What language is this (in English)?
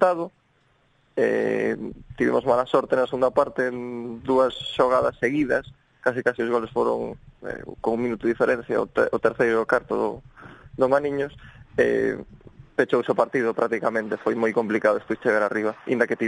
Galician